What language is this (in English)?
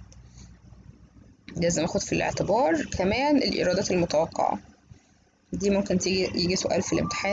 Egyptian Arabic